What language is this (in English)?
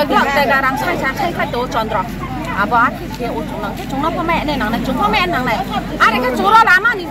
Kok Borok